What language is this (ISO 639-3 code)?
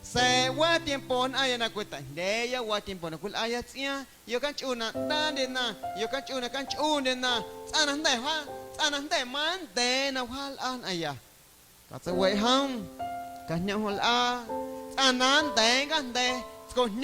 amu